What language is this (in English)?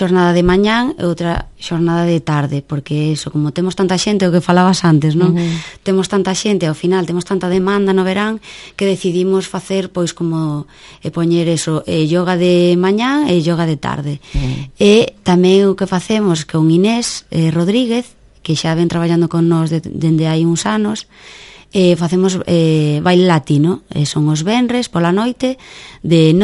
Galician